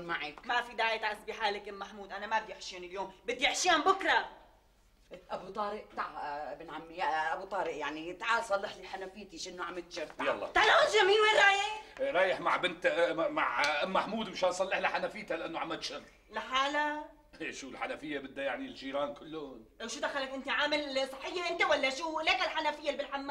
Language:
North Levantine Arabic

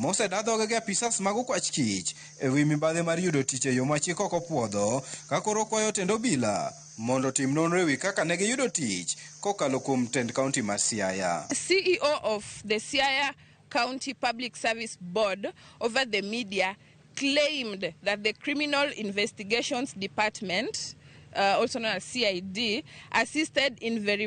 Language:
Luo (Kenya and Tanzania)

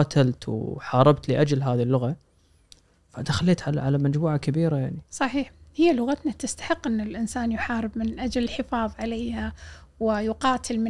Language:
Gulf Arabic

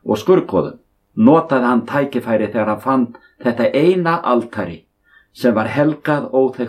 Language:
Icelandic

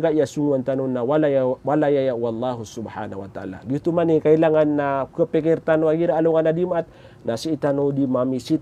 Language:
Maranao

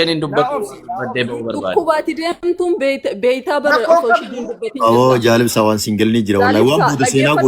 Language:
Oromo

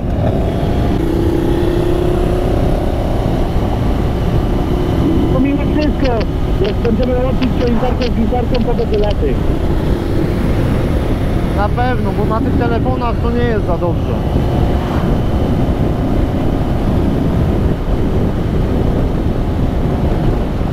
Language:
Polish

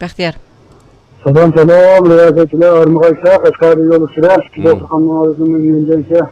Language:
Uyghur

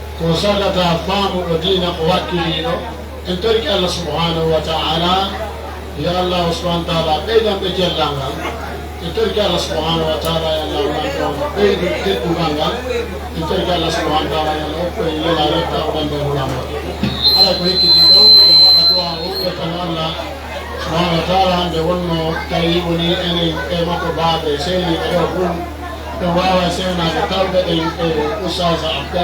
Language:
Pular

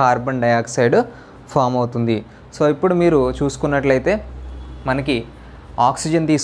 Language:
Telugu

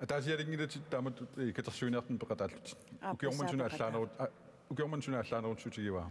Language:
Kalaallisut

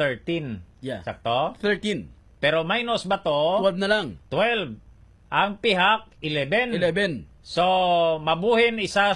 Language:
Hiligaynon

